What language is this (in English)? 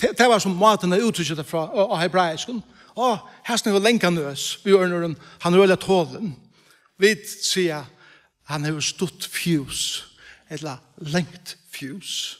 Faroese